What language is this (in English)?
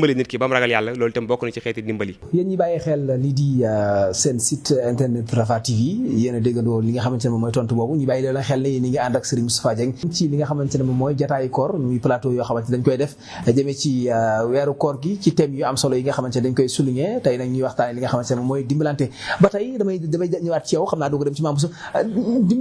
Wolof